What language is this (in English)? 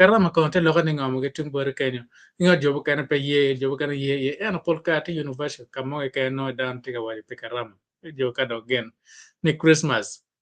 Acoli